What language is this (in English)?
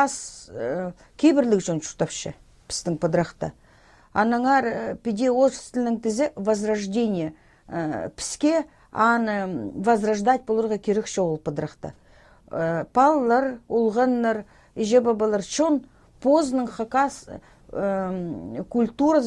Khakas